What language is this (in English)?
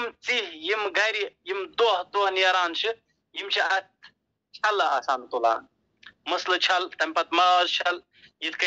Kashmiri